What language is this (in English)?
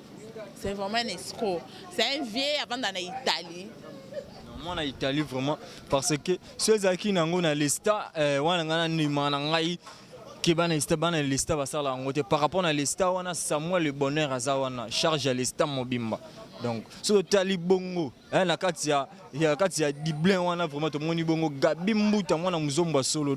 Lingala